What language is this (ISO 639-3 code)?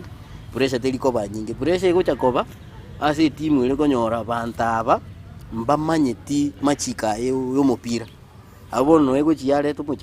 guz